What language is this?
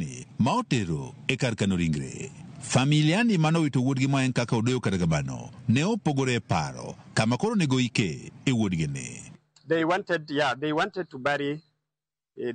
Luo (Kenya and Tanzania)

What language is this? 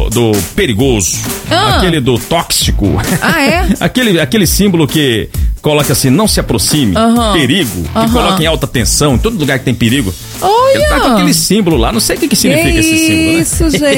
Portuguese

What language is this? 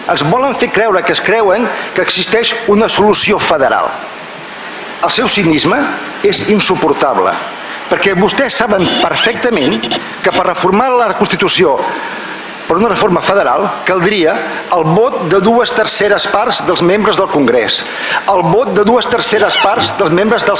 Catalan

